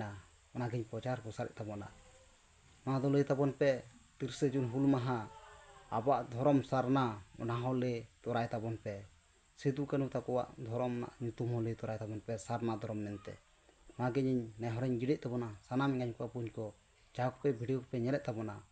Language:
Santali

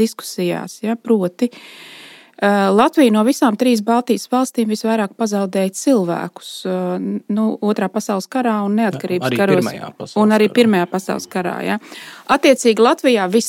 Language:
Latvian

